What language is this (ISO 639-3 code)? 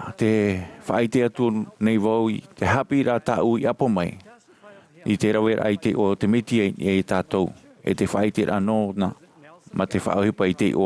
tah